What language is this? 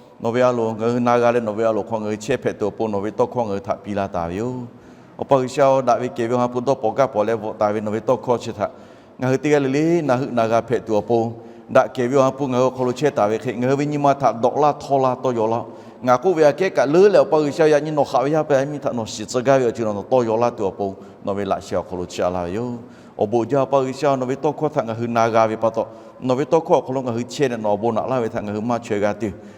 Lahu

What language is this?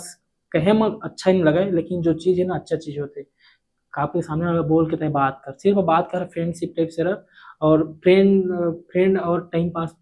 Chhattisgarhi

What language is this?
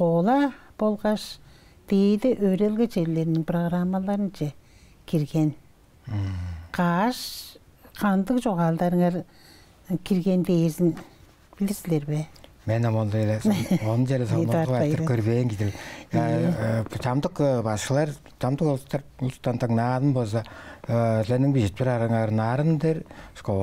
Tuvinian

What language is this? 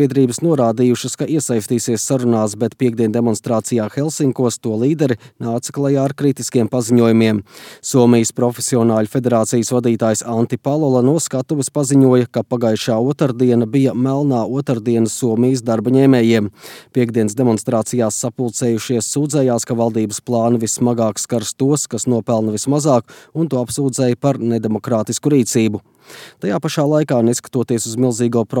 Latvian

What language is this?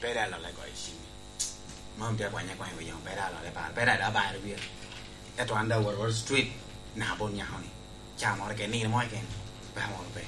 Lango (Uganda)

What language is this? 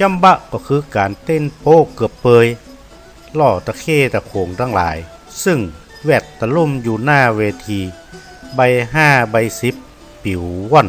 Northern Thai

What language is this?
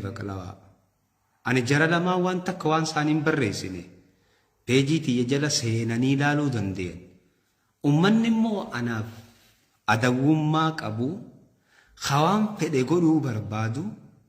Oromo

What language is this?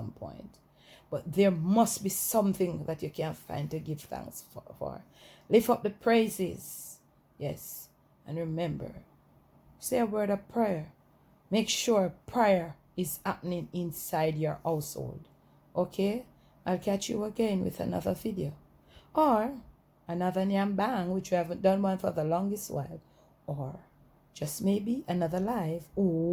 Jamaican Creole English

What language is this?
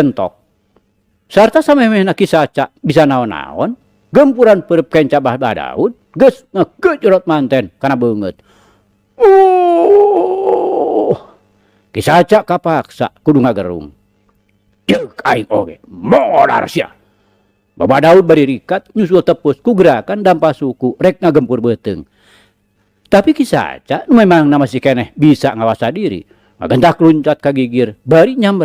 Sundanese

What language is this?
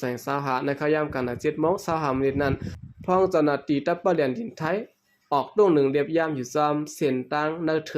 Shan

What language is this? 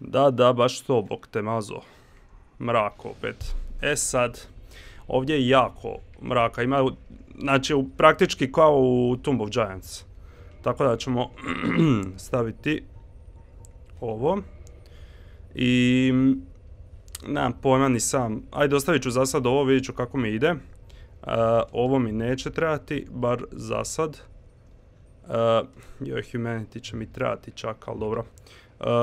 Croatian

